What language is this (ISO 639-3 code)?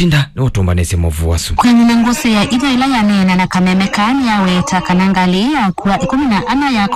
kam